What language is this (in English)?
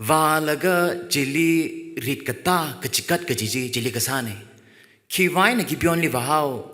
Tangkhul Naga (India)